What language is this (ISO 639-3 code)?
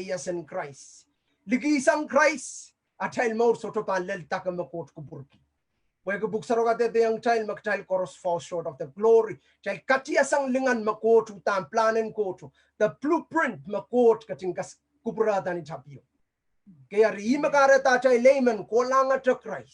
pon